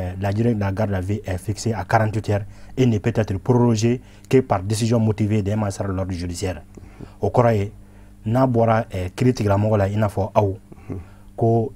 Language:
Bambara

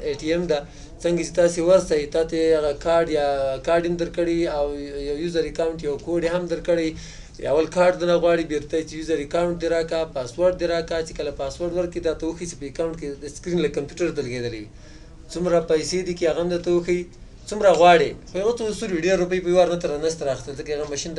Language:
Pashto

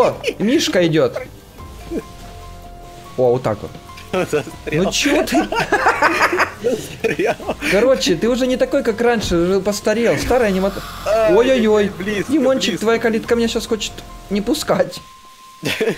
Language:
Russian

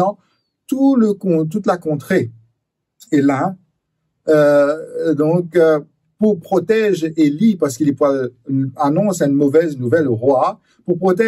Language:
Morisyen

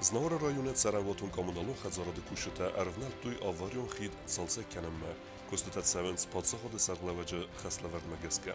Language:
Ossetic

